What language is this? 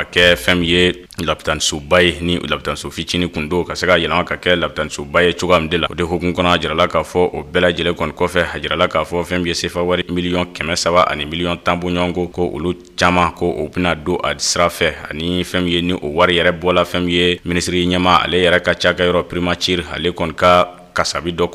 Bambara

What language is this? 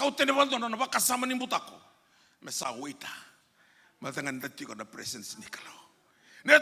Fijian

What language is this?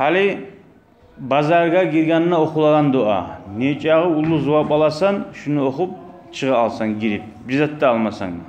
Kumyk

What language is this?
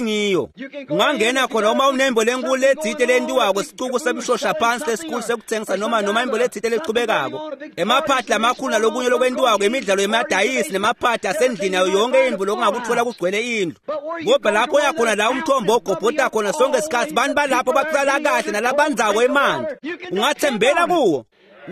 Swati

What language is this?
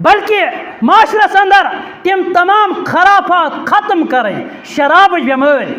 Kashmiri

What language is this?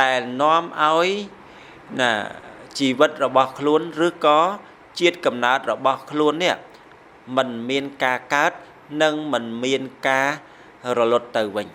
Khmer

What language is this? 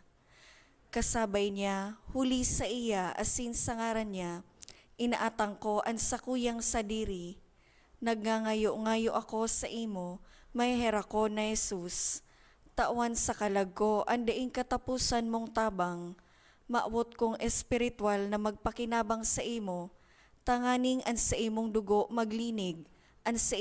Bikol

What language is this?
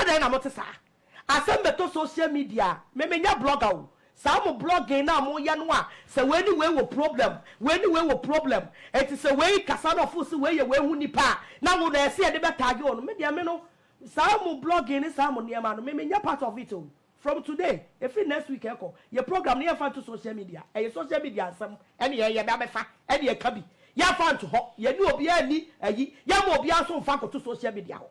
Akan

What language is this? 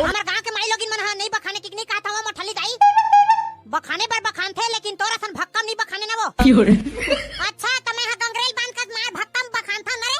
Chhattisgarhi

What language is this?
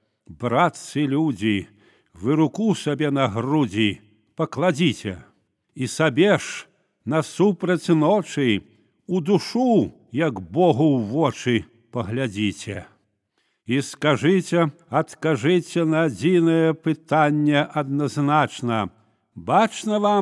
Belarusian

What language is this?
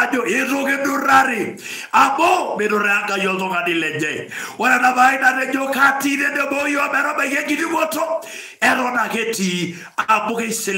Masai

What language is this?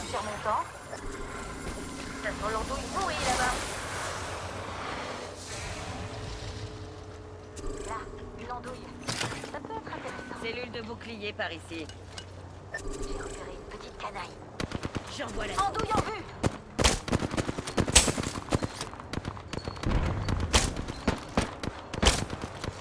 French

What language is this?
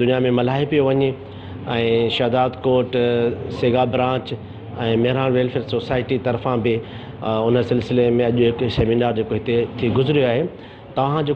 Sindhi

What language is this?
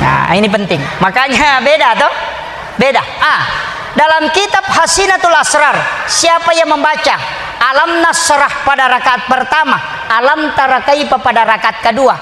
Buginese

